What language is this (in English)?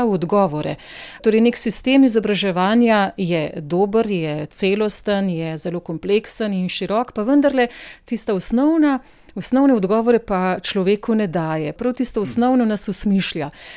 Slovenian